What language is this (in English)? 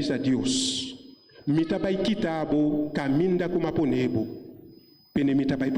Papiamento